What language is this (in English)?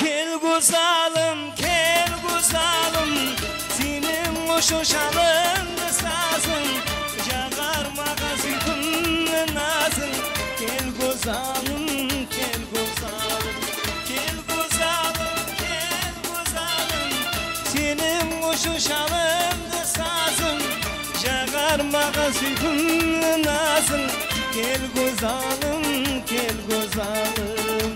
Kara-Kalpak